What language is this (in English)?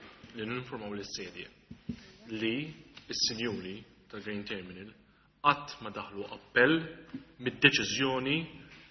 Maltese